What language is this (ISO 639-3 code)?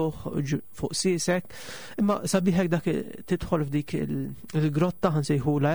mlt